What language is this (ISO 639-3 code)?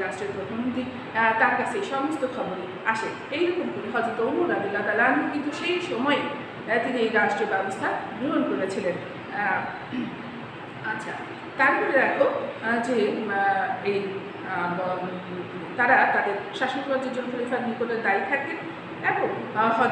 ben